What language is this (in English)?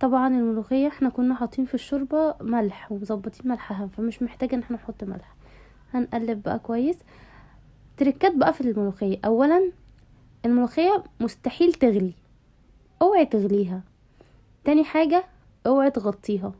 Egyptian Arabic